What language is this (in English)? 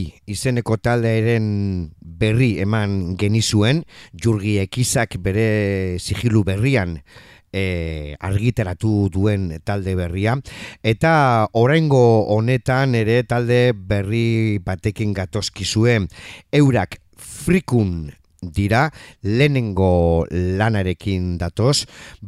Basque